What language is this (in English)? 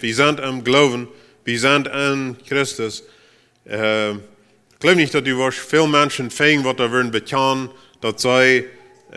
Plautdietsch